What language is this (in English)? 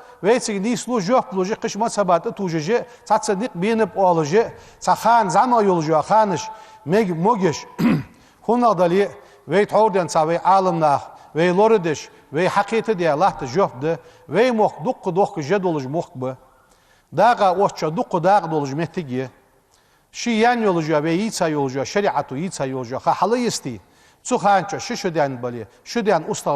Ingush